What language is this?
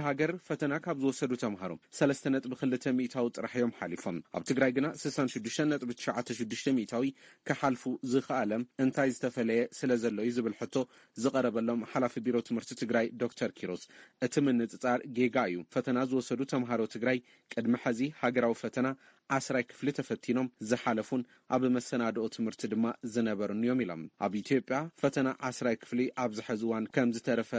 Tigrinya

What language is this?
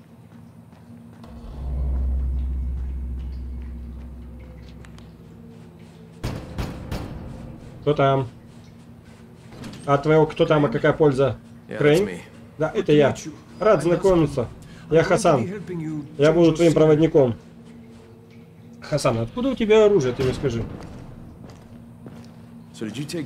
Russian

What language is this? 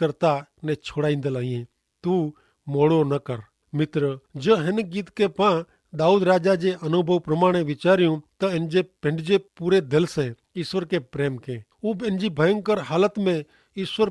Kachhi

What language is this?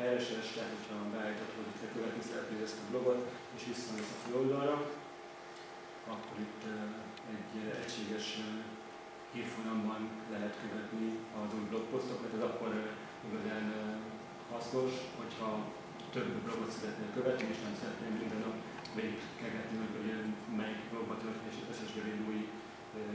Hungarian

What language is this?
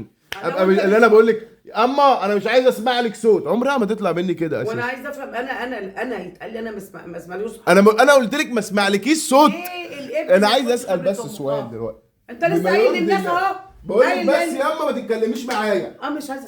Egyptian Arabic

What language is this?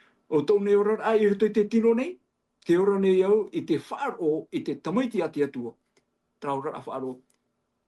Tahitian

